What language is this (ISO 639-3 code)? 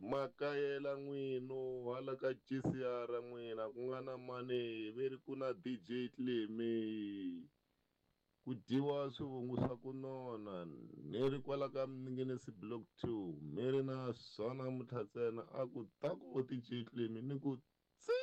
tso